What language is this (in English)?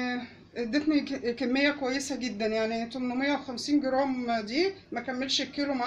Egyptian Arabic